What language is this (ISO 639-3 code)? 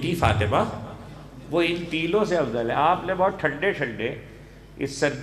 urd